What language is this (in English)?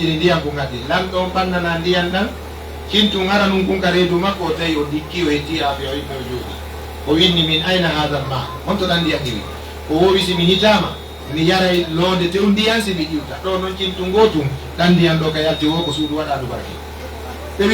Pular